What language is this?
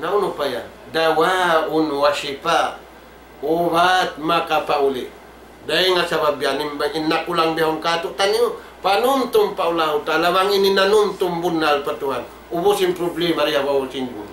Tausug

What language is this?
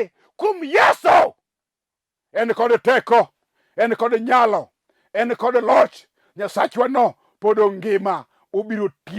Luo (Kenya and Tanzania)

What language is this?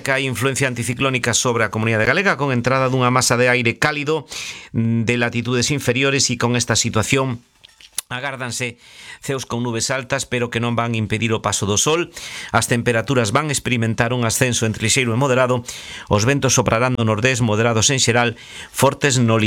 Galician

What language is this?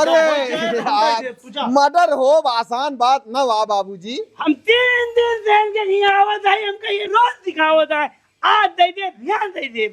Awadhi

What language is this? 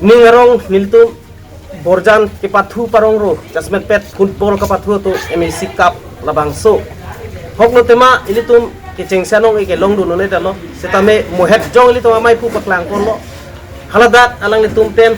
Karbi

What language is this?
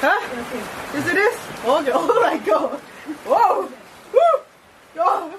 Chokri Naga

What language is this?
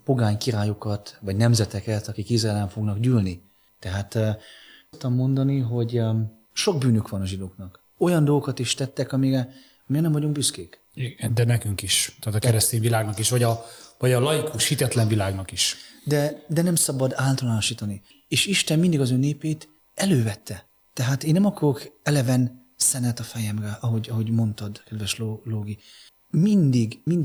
Hungarian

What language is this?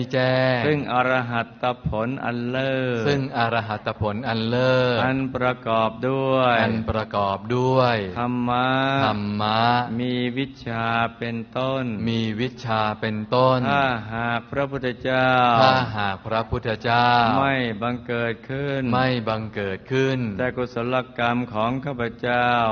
Thai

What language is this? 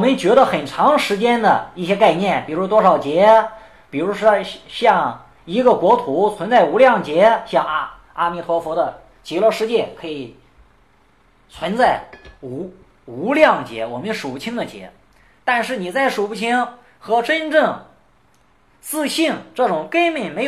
Chinese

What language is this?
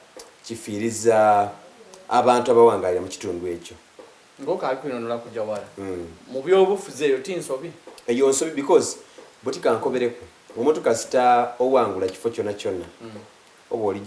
Soga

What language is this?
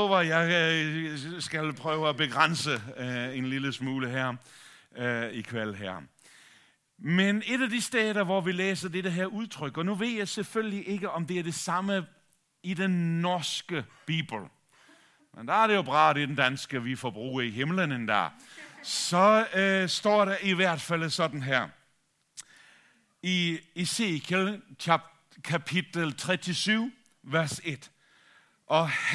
Danish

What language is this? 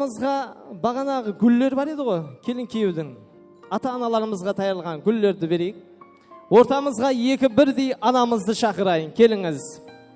Kara-Kalpak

